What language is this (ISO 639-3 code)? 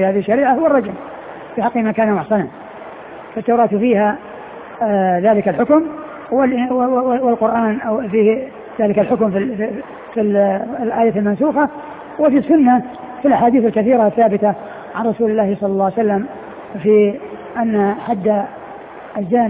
ara